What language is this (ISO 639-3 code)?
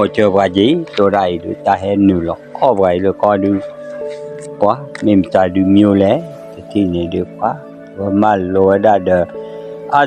ksw